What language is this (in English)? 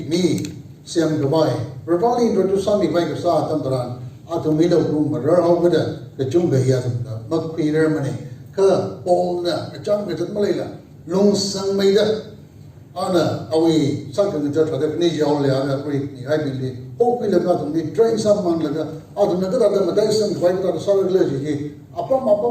Tangkhul Naga (India)